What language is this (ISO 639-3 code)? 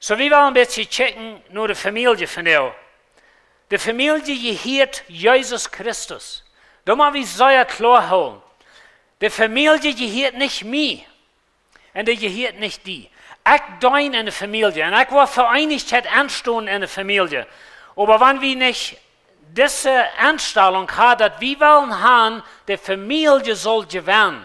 pdt